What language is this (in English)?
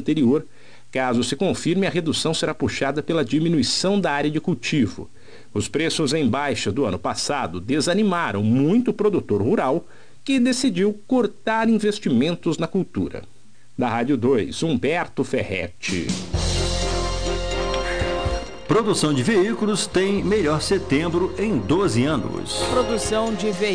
Portuguese